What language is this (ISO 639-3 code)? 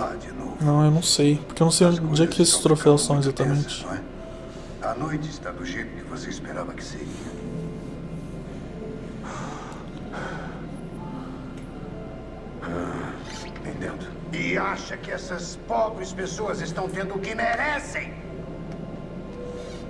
por